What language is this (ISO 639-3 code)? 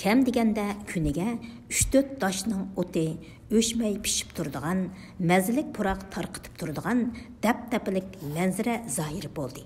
uig